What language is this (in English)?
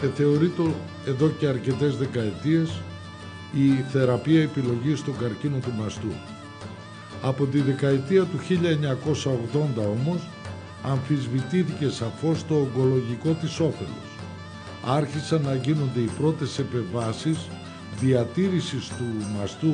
Greek